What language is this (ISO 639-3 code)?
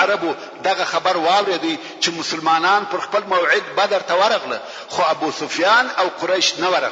pus